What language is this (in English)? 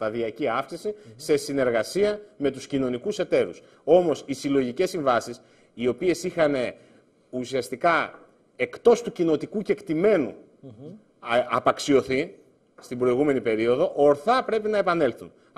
Greek